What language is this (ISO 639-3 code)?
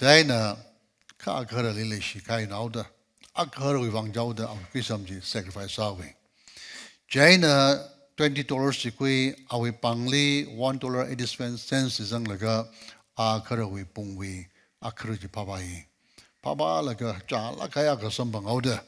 nmf